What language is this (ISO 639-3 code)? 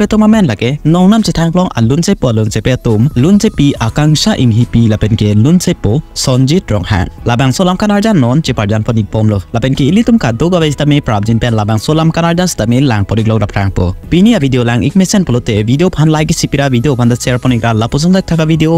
mjw